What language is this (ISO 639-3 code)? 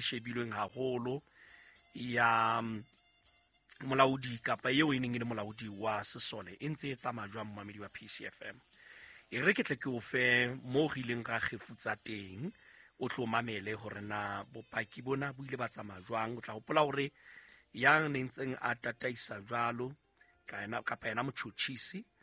sot